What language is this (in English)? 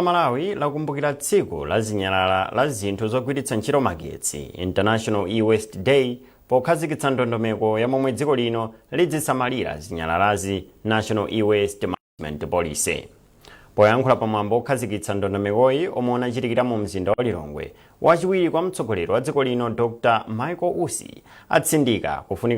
Nyanja